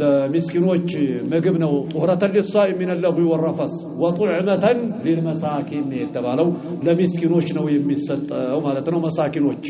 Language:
Amharic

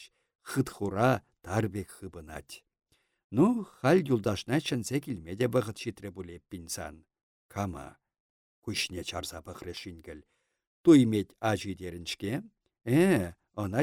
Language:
Chuvash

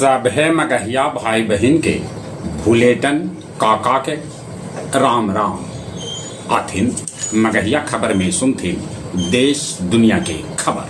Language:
Magahi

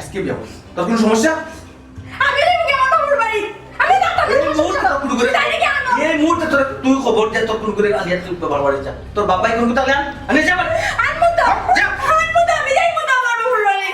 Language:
Sylheti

